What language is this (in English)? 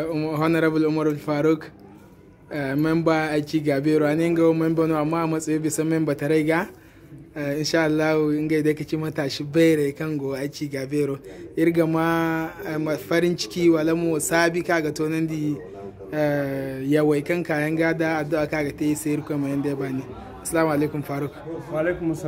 Zarma